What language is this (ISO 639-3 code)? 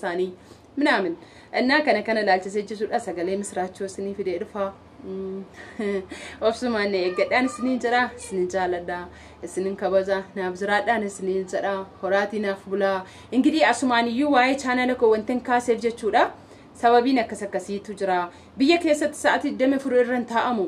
orm